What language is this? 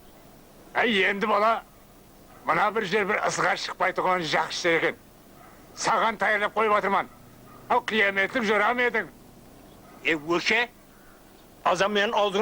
Kara-Kalpak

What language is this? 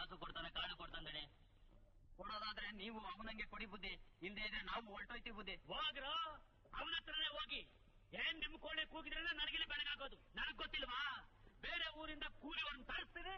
Kannada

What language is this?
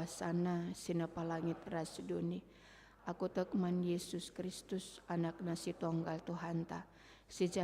Batak Karo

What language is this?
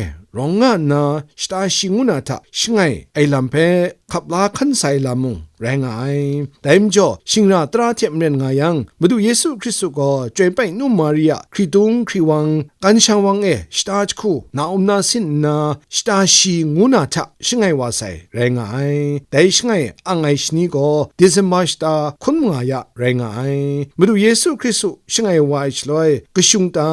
Kachin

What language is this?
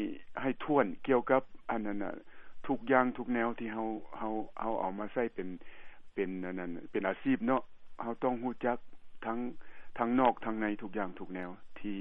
Lao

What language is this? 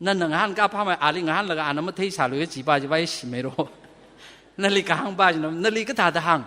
Tangkhul Naga (India)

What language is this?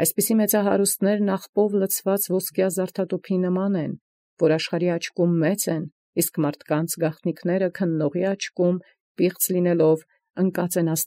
Armenian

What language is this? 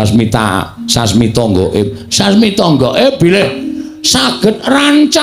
Javanese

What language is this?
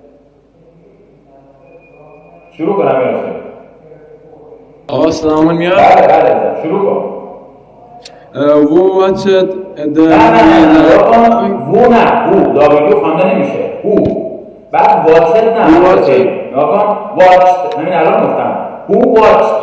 Persian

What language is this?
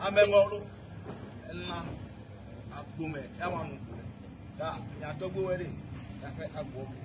Ewe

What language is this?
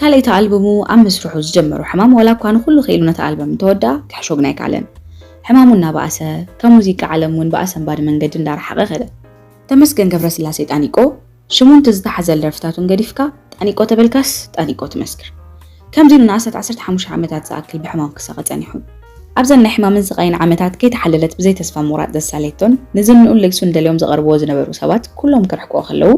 Tigrinya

